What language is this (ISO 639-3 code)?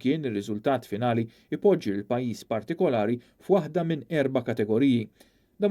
mlt